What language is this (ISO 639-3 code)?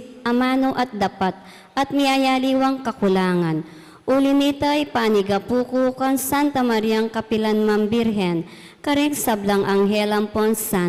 pam